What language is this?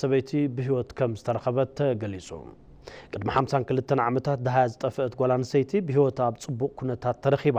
Tigrinya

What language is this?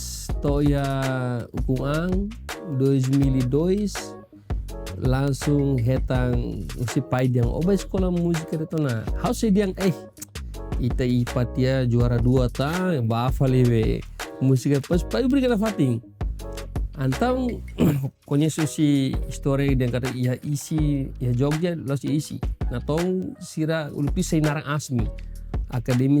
Tetum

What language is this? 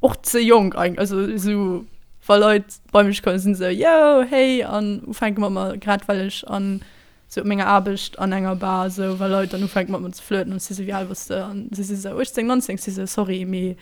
Luxembourgish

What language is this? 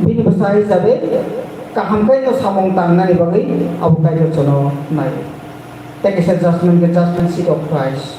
Kok Borok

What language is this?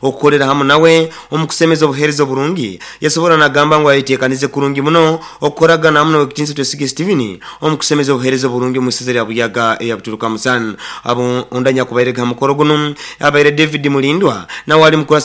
Nyoro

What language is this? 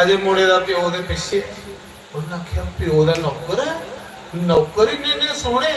Dogri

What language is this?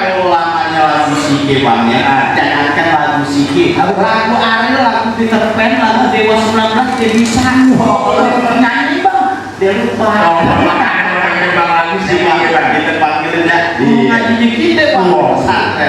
Betawi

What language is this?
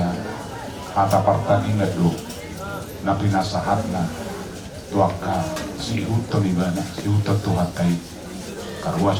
Batak Toba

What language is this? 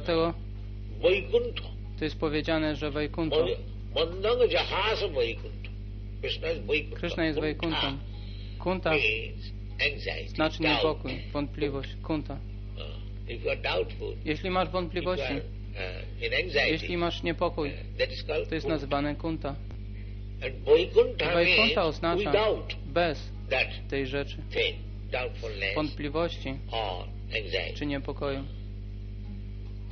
Polish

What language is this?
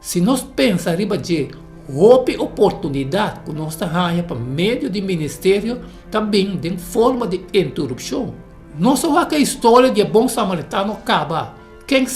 Papiamento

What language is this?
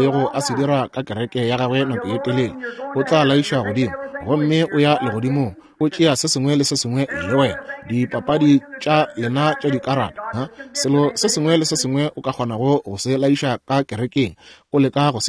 Northern Sotho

